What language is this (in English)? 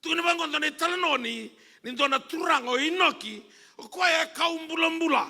Fijian